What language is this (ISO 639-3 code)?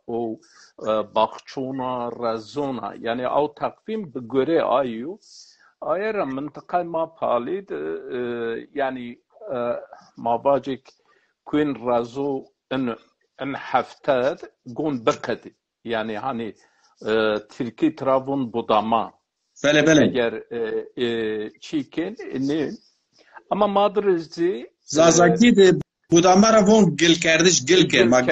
zza